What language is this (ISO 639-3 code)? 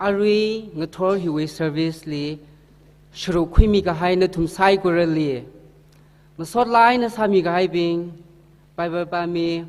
nmf